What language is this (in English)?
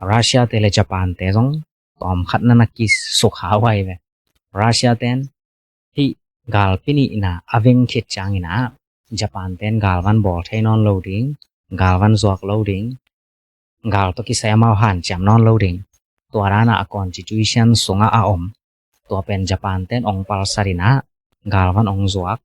Tedim Chin